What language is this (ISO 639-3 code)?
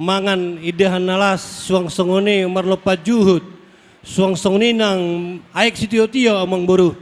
bbc